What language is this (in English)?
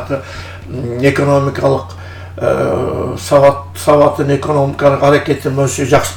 Kyrgyz